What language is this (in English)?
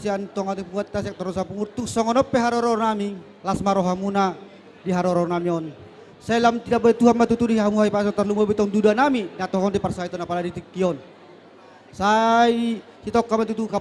Batak Toba